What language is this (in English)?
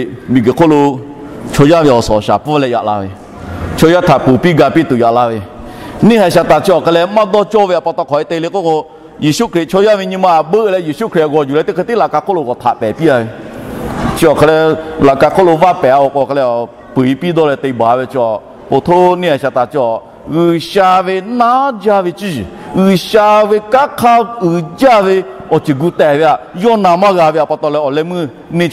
Lahu